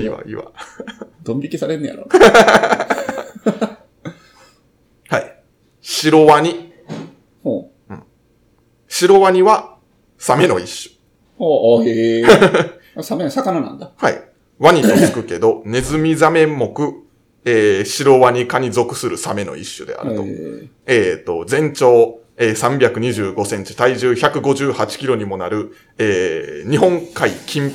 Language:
Japanese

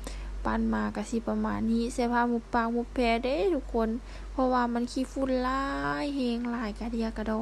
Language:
Lao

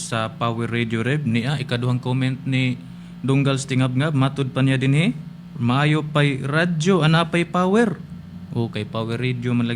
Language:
Cebuano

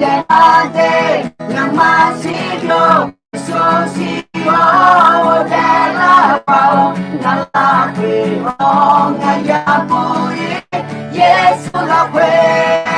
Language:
Akha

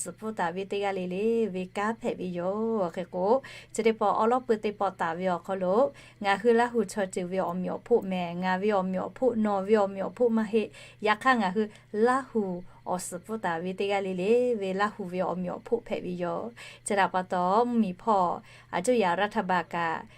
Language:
Lahu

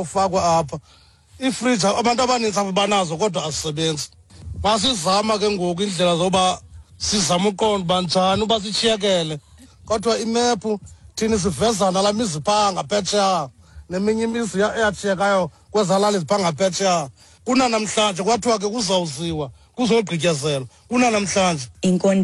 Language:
Xhosa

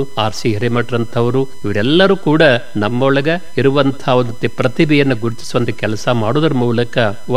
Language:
Kannada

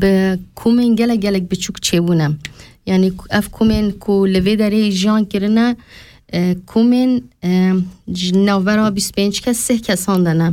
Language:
Kurdish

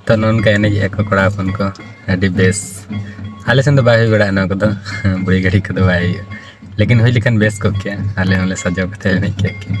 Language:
Santali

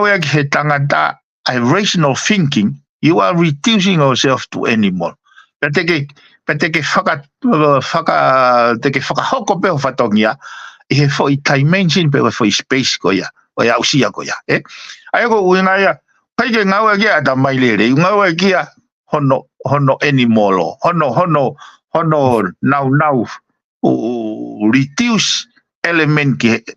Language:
Tongan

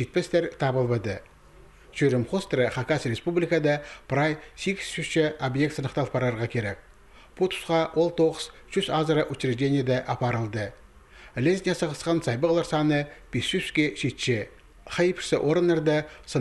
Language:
Khakas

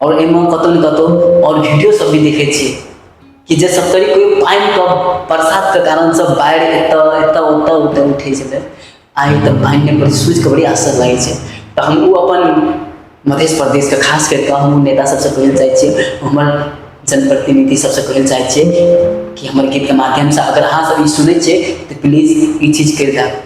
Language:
Maithili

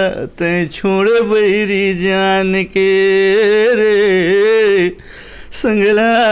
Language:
Chhattisgarhi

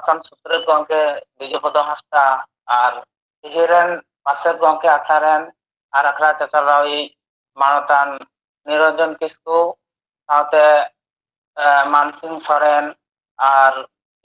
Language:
Santali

